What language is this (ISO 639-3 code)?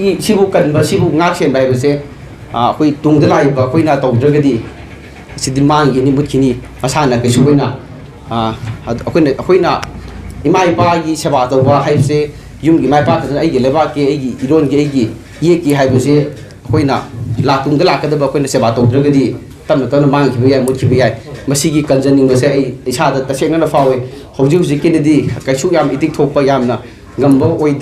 mni